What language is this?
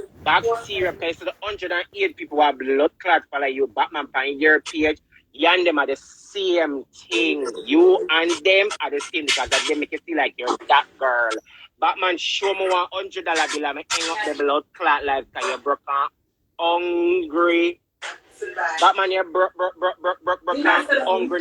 Jamaican Creole English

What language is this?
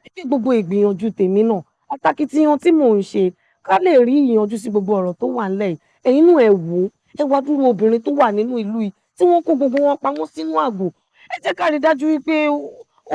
Yoruba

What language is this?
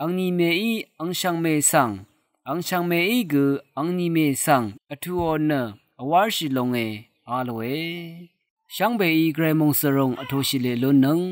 Rawang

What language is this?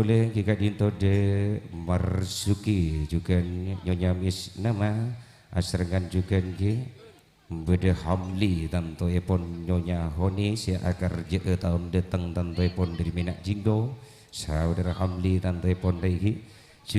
Madurese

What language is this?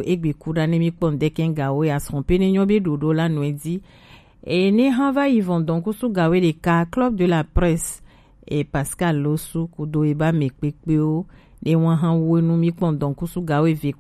Gen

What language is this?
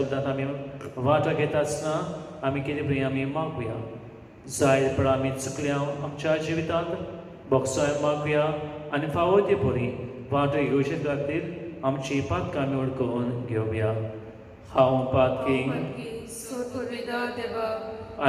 Konkani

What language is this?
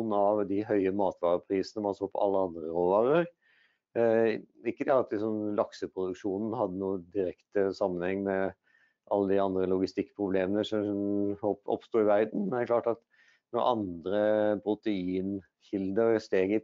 Norwegian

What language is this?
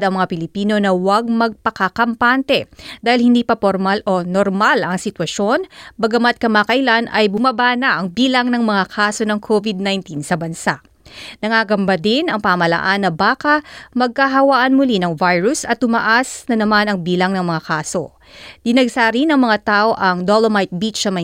Filipino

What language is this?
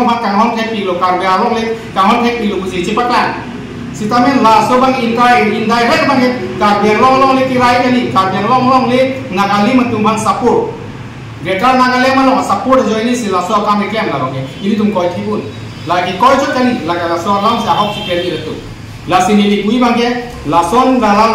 Karbi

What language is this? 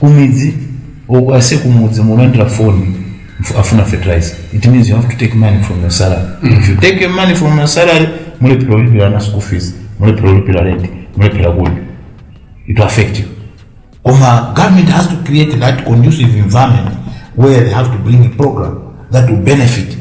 Nyanja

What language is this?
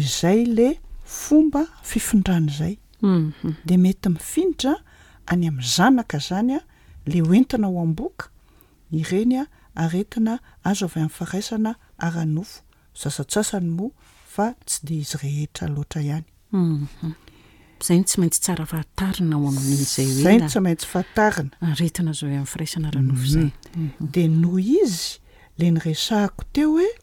Malagasy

